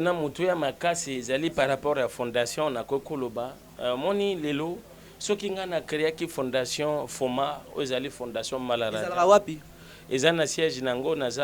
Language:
Lingala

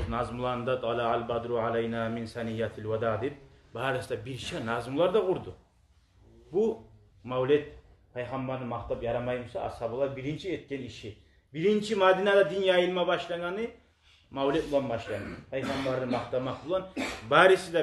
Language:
Kumyk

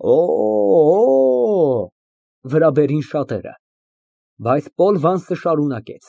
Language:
Armenian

